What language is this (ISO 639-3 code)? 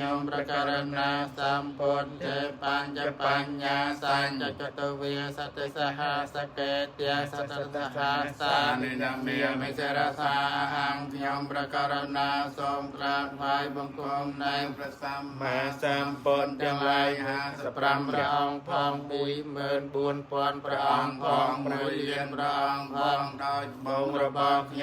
khm